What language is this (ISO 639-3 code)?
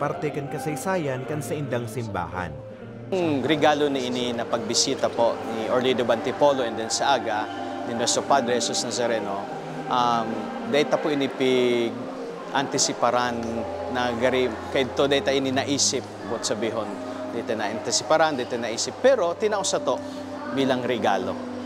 bik